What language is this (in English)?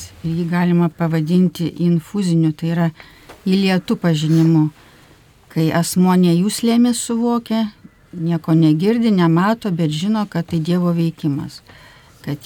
Lithuanian